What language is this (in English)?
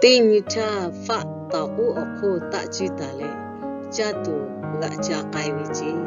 Lahu